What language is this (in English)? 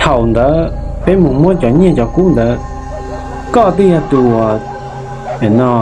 Hmong